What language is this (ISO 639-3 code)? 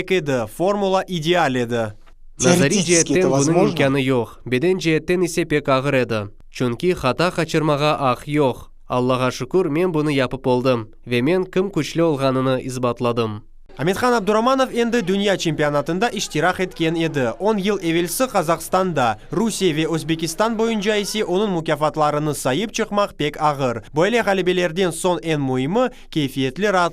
crh